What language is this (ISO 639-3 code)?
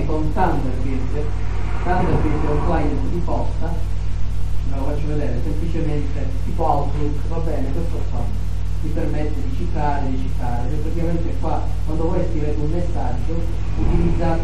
ita